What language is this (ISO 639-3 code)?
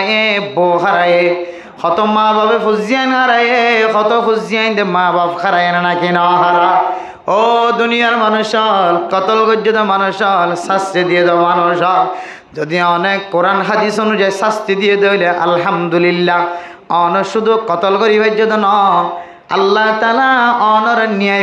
rhg